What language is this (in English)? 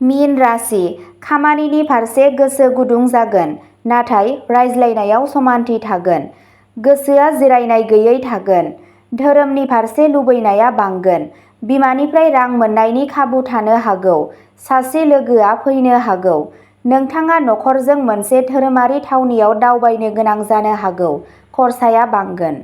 Bodo